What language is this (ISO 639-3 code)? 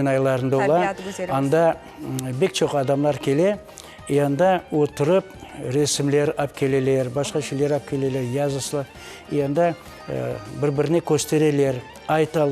crh